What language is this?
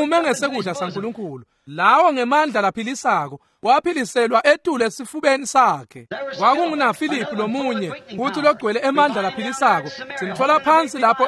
Swati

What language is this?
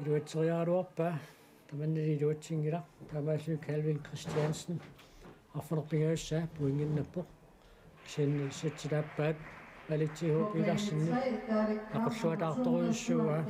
Kalaallisut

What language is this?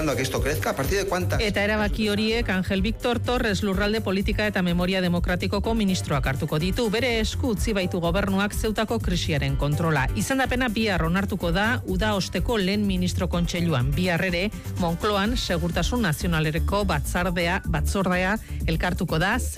Basque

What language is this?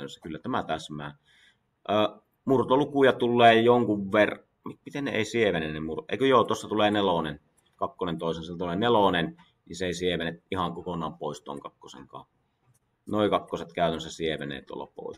Finnish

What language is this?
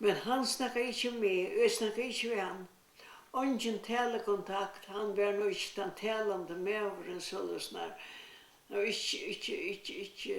Faroese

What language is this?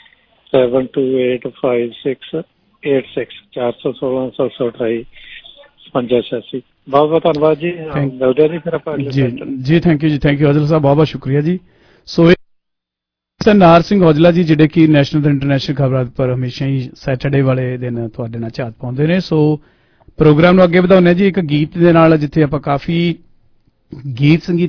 Punjabi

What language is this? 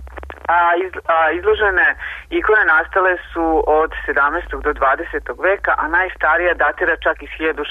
Serbian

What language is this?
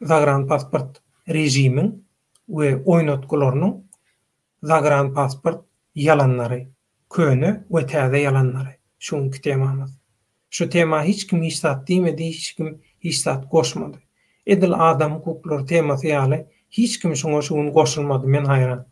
Turkmen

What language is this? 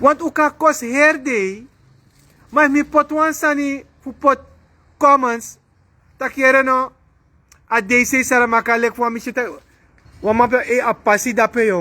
Sranan Tongo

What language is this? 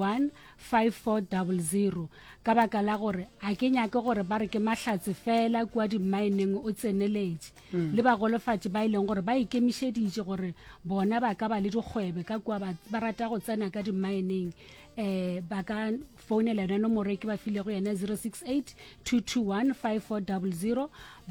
Northern Sotho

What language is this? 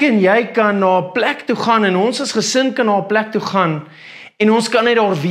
Afrikaans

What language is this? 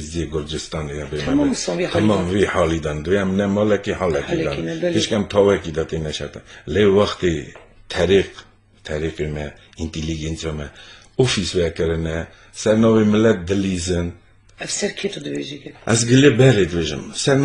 Kurdish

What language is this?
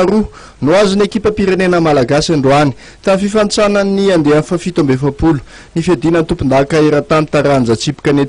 Malagasy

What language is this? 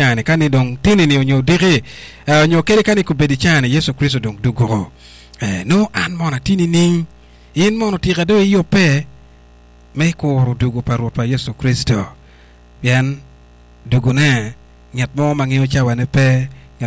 Acoli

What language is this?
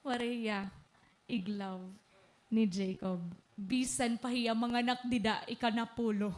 Waray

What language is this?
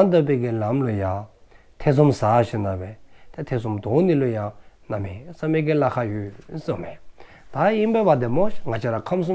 Dzongkha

